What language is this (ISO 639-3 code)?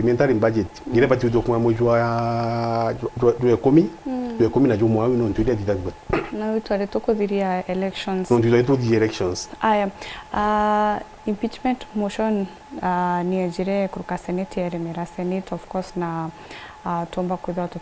mer